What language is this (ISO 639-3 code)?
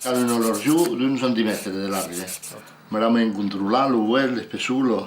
oci